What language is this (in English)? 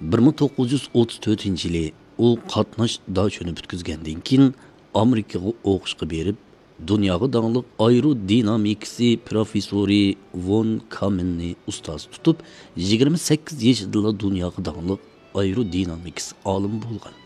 Uyghur